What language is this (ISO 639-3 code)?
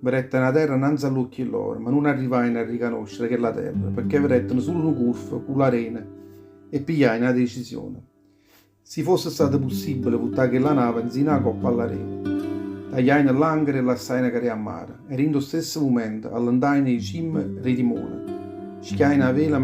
nap